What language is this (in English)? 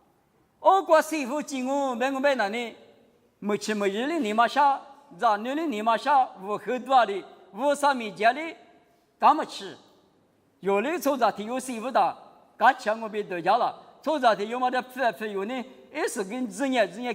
Lisu